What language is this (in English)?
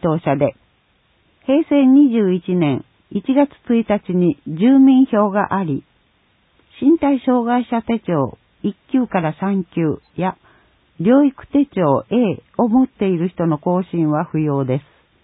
Japanese